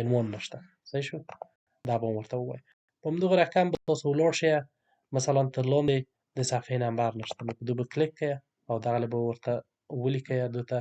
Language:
Pashto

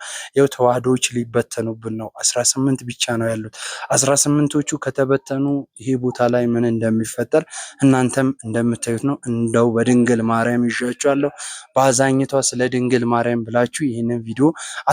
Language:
Amharic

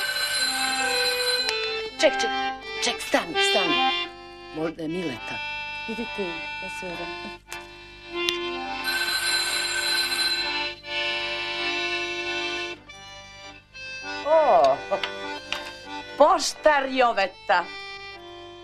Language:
Serbian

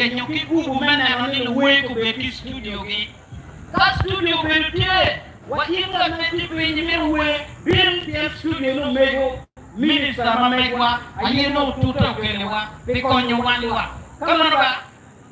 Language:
Acoli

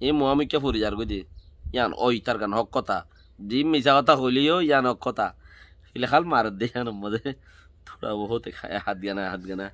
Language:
Rohingya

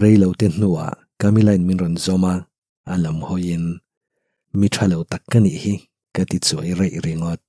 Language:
Mizo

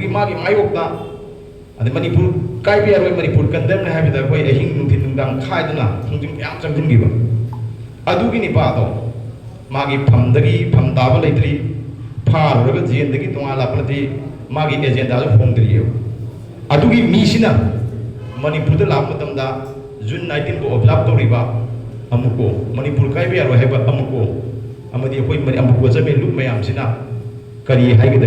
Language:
Manipuri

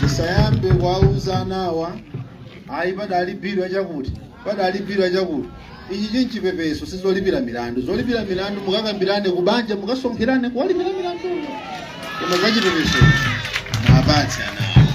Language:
Nyanja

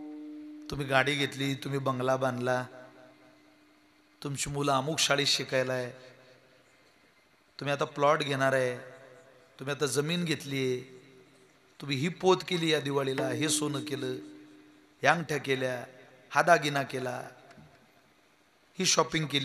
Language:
Marathi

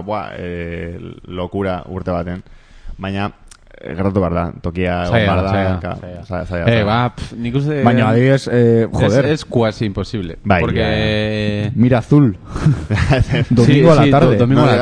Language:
Basque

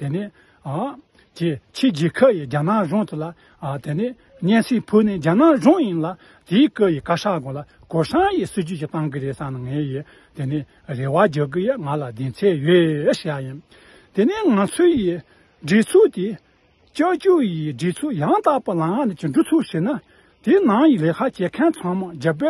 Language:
Tibetan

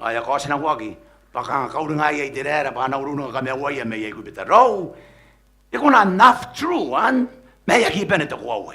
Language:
Gilbertese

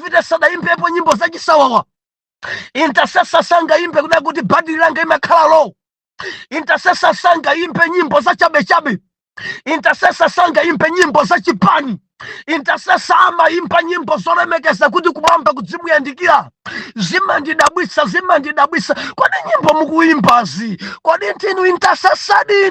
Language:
Nyanja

